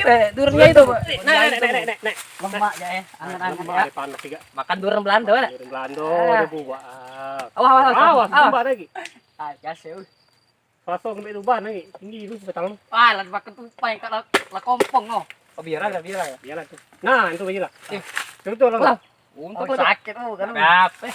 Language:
Musi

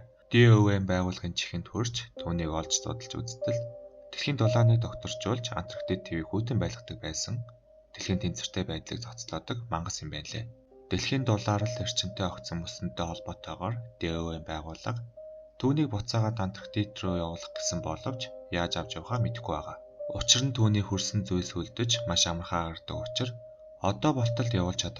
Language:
Mongolian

